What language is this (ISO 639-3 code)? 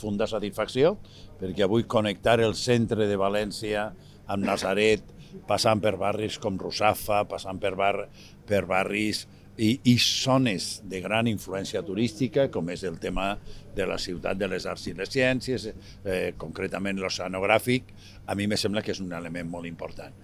cat